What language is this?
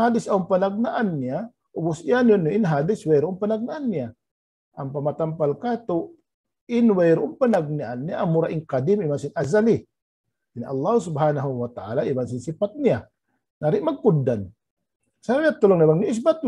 Tausug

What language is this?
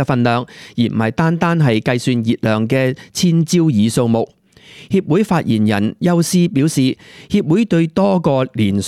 Cantonese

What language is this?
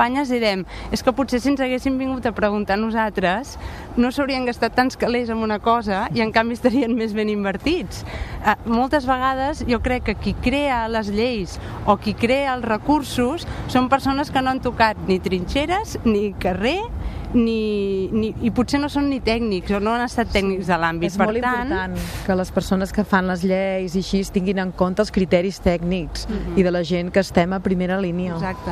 Catalan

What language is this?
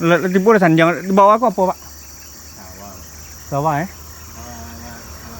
Minangkabau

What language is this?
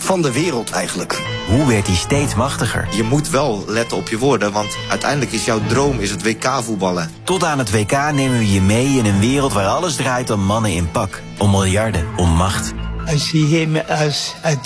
Dutch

